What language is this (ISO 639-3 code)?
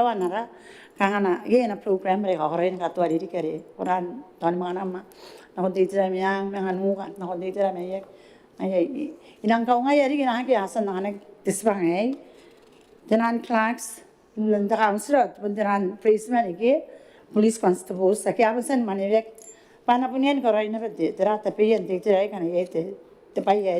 gil